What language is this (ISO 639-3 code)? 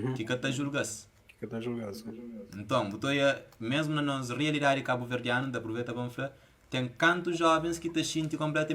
kea